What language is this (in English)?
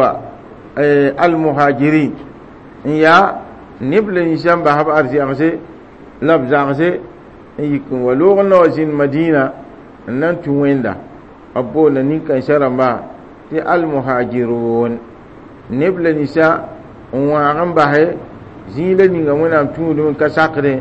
Mossi